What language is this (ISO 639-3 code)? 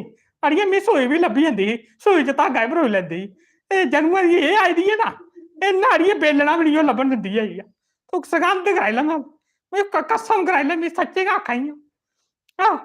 doi